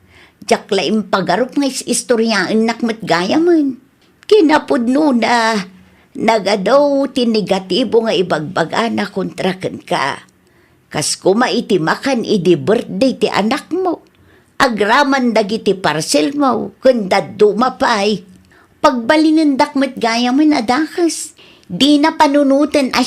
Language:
Iloko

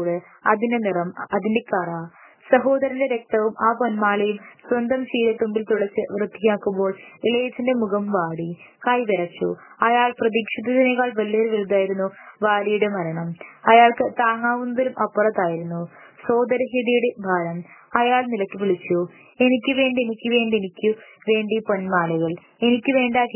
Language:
Malayalam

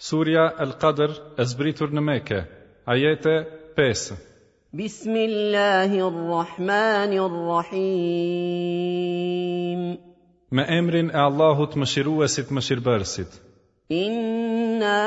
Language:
Albanian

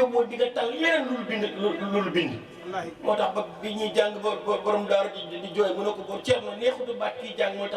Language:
Wolof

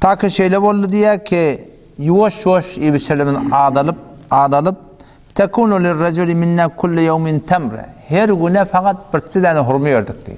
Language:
Turkmen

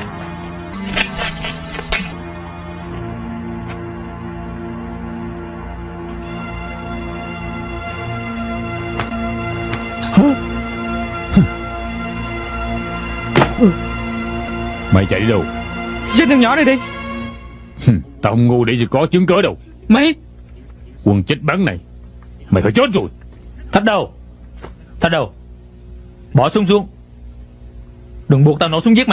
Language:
Vietnamese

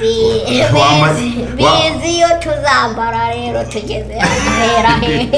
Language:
Kinyarwanda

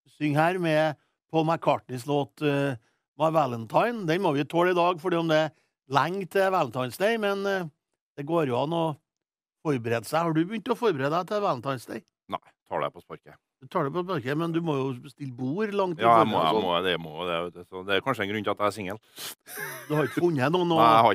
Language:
Norwegian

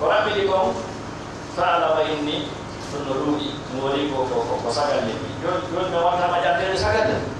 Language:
Fula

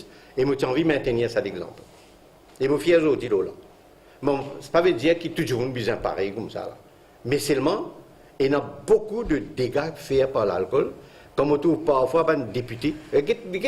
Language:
Morisyen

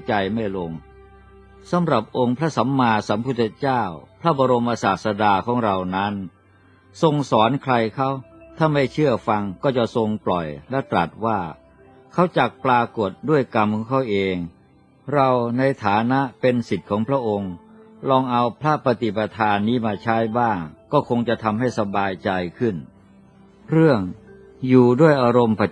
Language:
Thai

